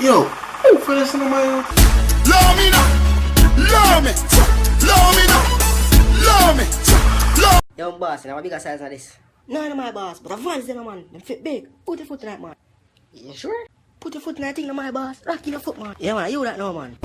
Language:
Jamaican Creole English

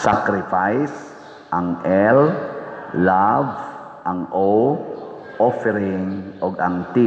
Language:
Cebuano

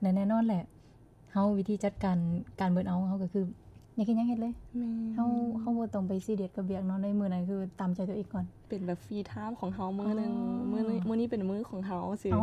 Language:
Lao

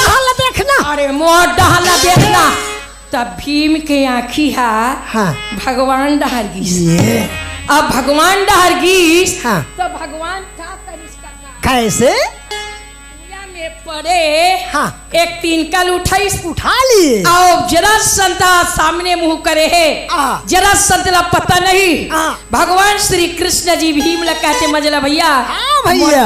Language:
Chhattisgarhi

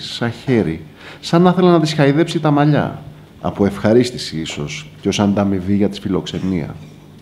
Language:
Greek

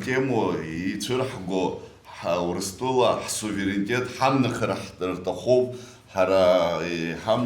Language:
Abkhazian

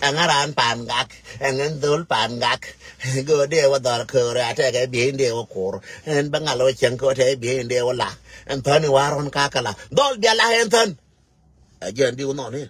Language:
Nuer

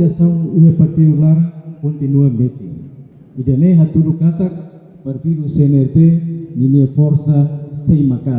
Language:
Tetum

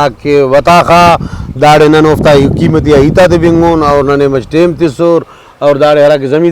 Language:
Brahui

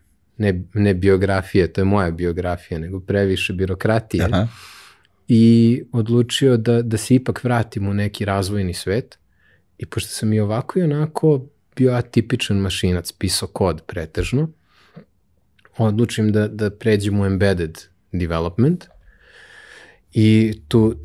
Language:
Serbian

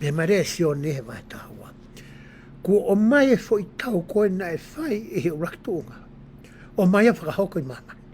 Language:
Tongan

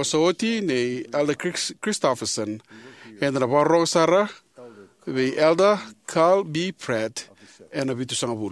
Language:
Fijian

